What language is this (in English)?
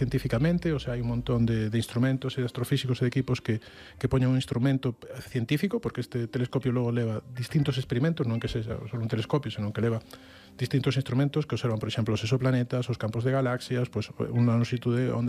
Galician